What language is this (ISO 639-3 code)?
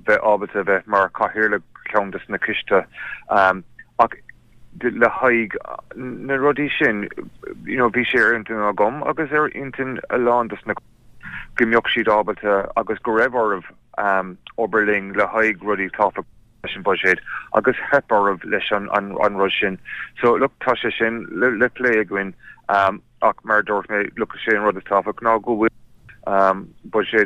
gle